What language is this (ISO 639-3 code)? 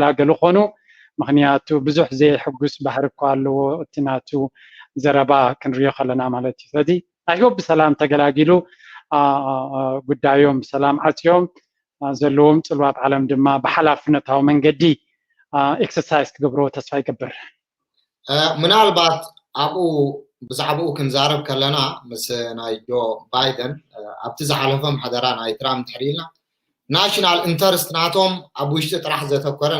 tir